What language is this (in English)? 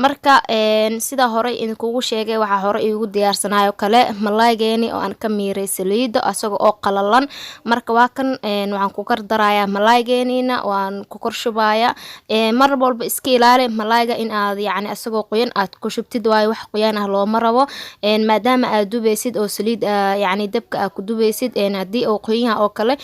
Somali